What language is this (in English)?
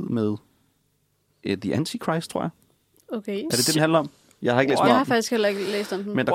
Danish